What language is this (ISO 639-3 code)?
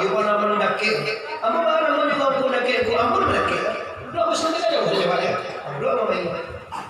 min